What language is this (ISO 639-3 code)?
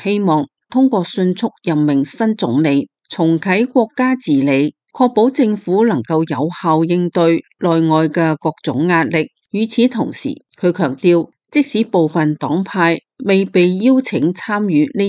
yue